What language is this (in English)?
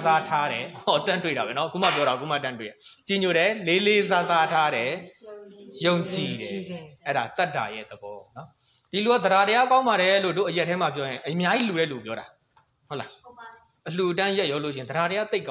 Burmese